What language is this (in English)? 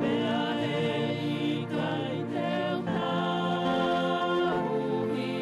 Tongan